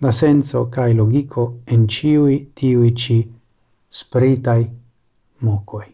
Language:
Esperanto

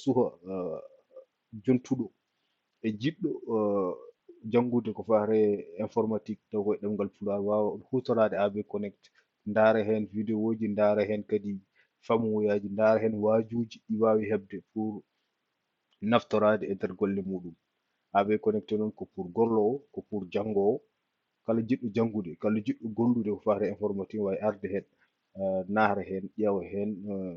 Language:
Fula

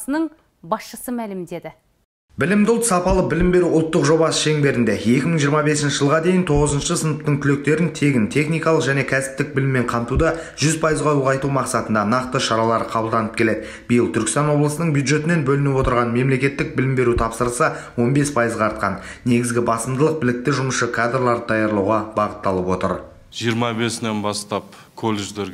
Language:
Kazakh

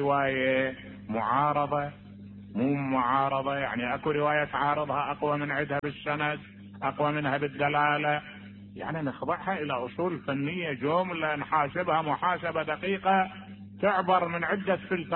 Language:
Mesopotamian Arabic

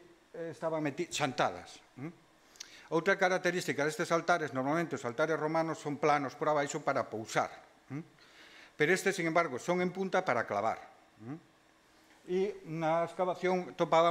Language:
Galician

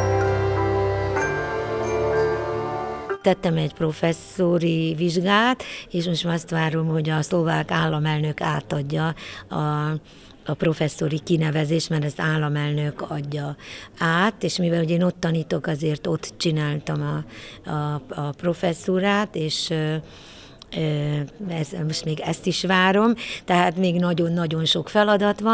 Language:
Hungarian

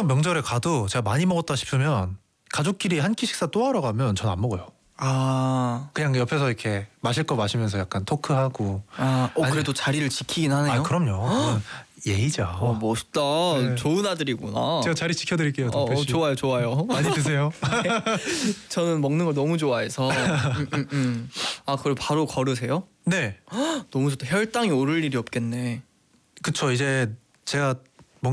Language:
Korean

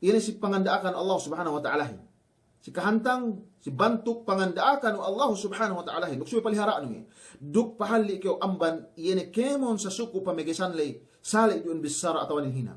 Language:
Yakan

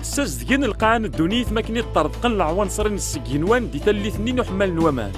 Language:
Kabyle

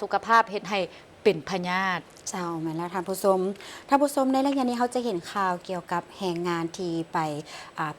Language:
Lao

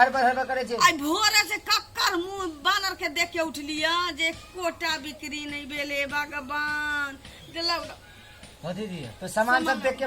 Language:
Maithili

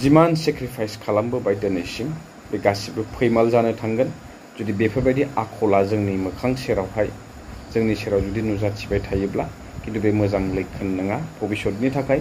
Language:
Bodo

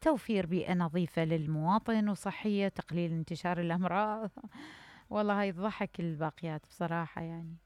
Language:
Mesopotamian Arabic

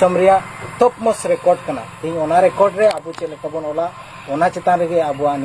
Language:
Santali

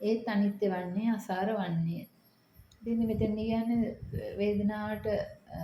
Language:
Sinhala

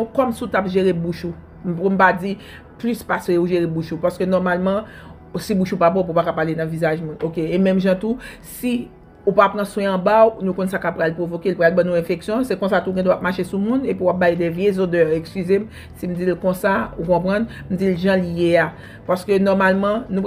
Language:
Haitian Creole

